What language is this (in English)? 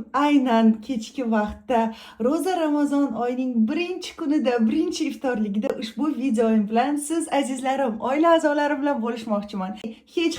Uzbek